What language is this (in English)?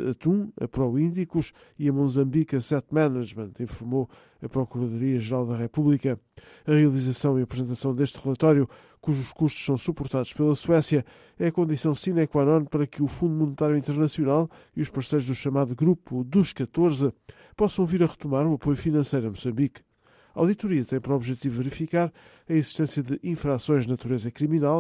Portuguese